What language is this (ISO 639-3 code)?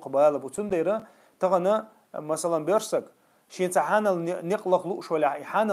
che